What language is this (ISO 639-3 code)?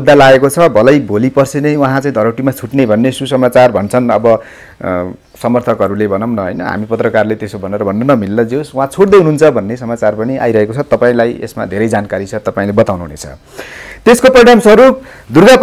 nep